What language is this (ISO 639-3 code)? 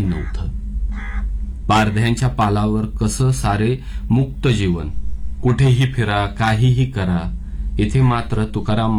mar